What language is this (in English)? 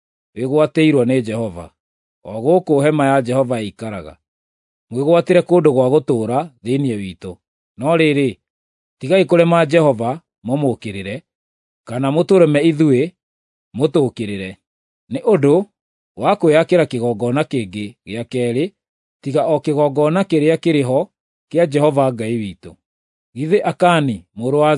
Kikuyu